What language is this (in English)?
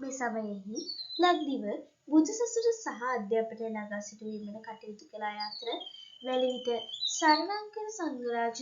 Sinhala